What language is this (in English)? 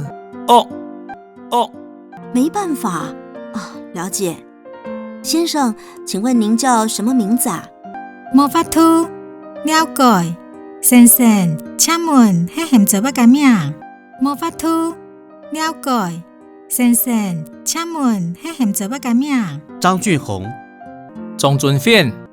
Hakka Chinese